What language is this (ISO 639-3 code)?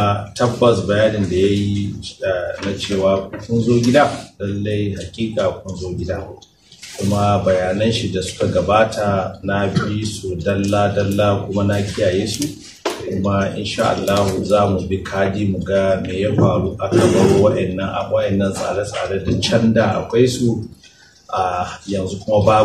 hau